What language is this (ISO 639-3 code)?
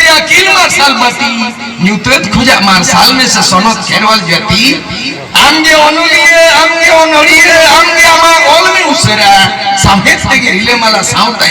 sat